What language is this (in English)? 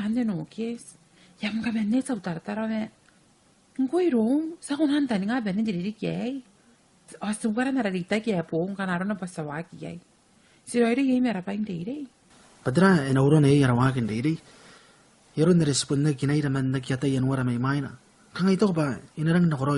Gilbertese